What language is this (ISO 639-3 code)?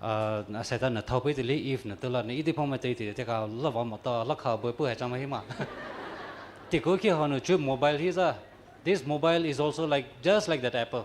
pmx